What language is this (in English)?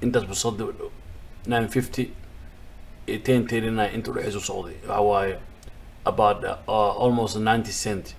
Somali